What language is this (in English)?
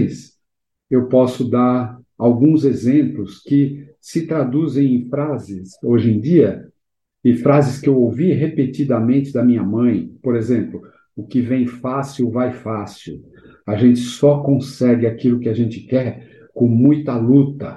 Portuguese